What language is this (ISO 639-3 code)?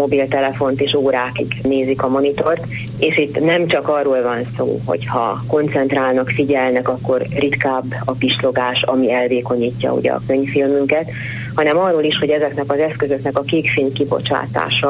hun